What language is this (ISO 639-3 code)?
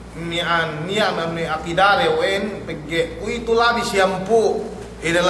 yka